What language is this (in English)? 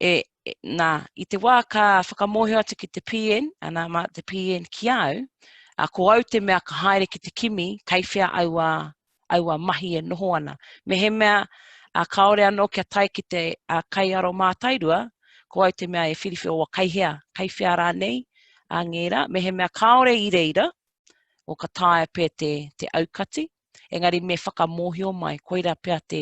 Māori